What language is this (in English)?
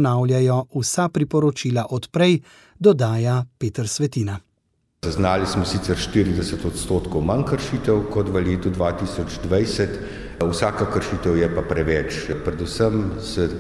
Slovenian